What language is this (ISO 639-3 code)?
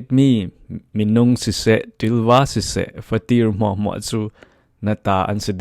cfm